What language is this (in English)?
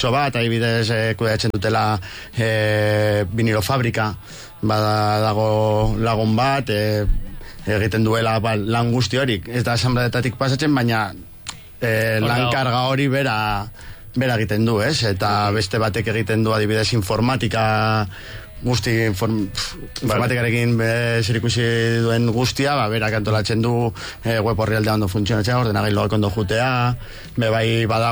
Basque